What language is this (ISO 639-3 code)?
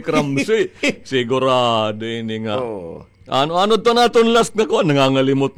war